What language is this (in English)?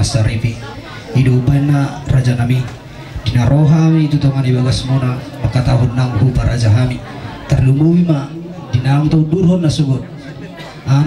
Batak Toba